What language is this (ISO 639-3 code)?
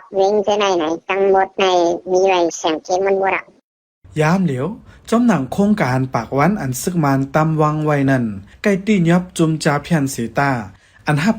shn